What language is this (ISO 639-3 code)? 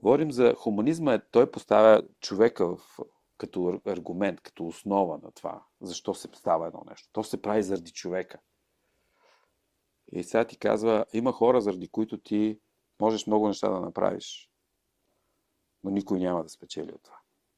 bul